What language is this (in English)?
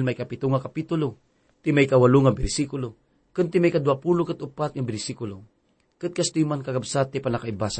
Iloko